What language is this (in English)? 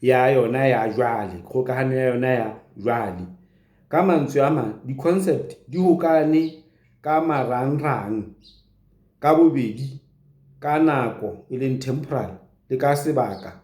Southern Sotho